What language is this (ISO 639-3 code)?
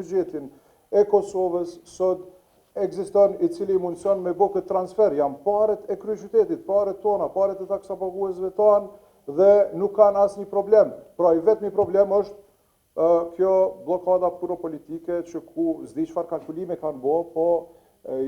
sqi